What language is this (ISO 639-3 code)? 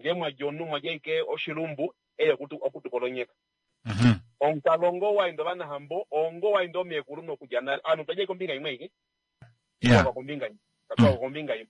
kua